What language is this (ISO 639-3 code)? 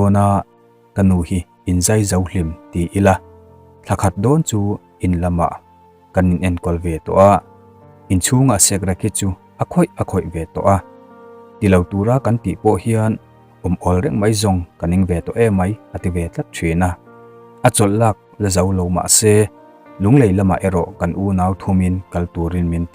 lus